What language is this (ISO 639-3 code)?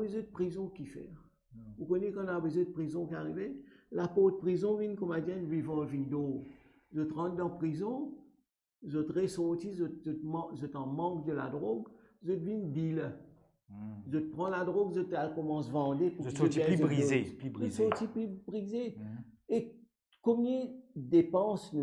mfe